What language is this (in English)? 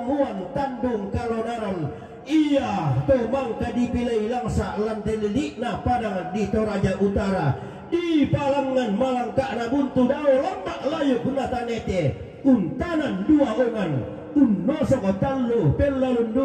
Toraja-Sa'dan